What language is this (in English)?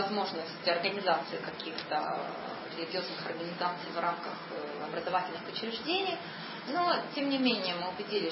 Russian